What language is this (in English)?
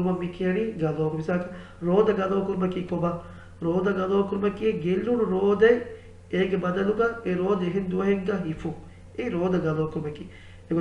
Divehi